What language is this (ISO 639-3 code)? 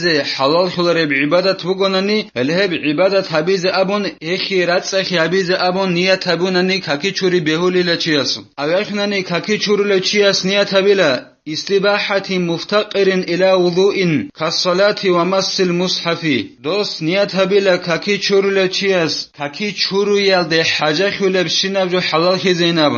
ava